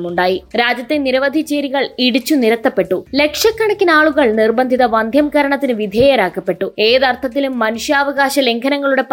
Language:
Malayalam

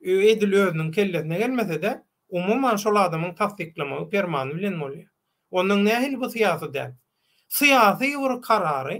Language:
Turkmen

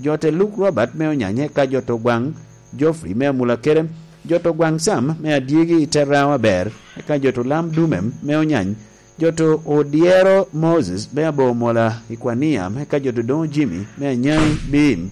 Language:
Lango (Uganda)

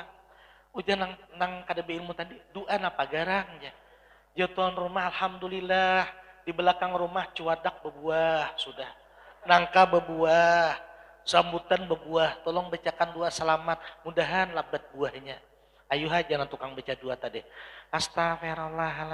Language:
Banjar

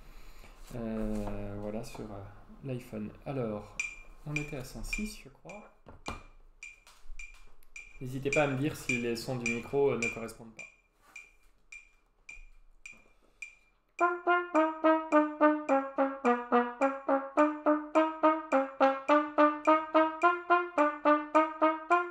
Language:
French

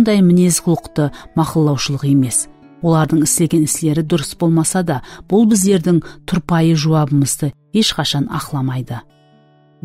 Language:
Kara-Kalpak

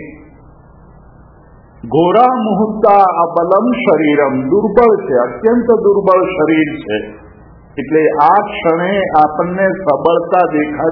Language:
Gujarati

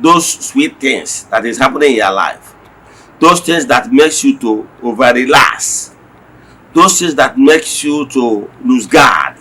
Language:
Igbo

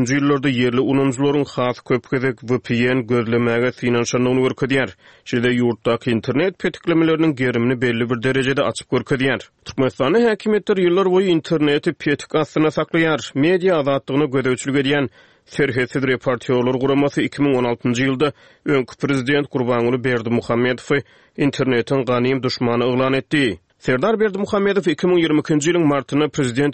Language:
Turkmen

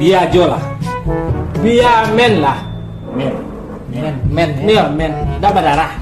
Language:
Minangkabau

